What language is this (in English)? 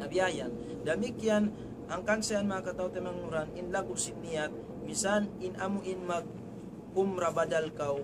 Tausug